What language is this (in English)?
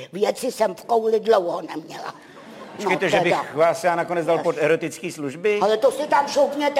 Czech